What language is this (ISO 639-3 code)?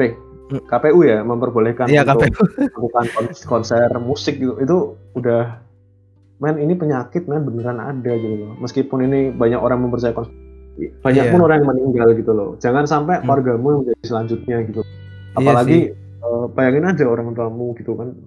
ind